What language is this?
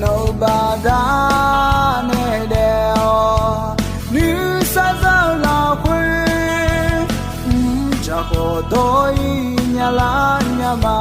Akha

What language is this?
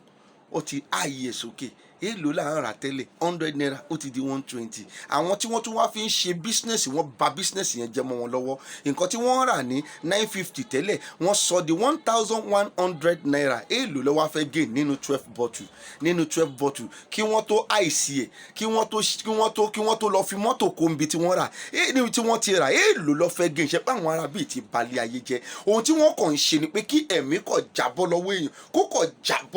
Yoruba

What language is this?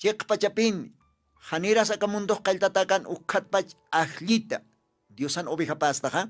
Aymara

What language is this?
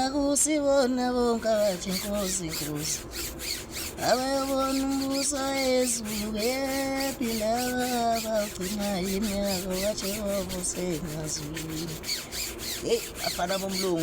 Zulu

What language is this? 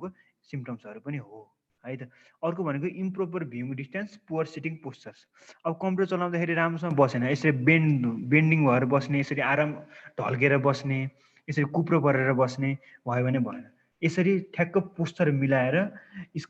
Nepali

